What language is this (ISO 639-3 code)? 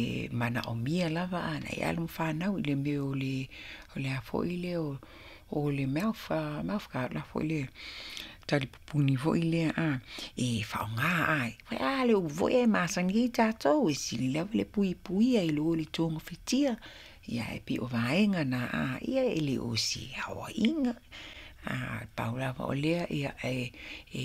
smo